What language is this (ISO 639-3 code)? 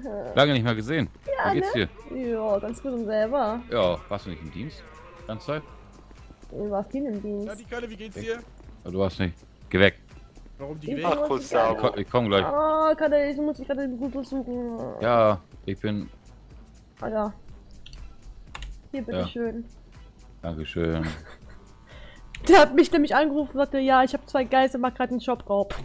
deu